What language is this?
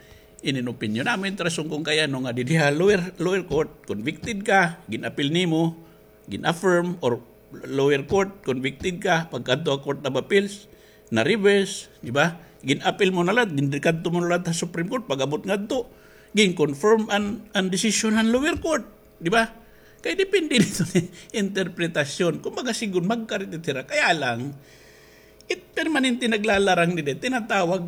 Waray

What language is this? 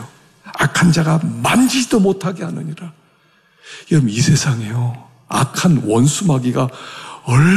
Korean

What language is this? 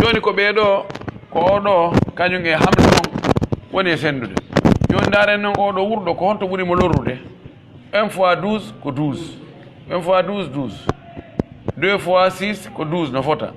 Pular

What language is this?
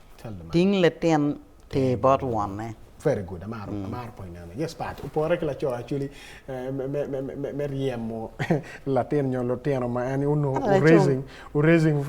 Acoli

